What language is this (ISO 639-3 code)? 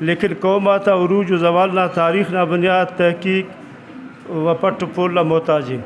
brh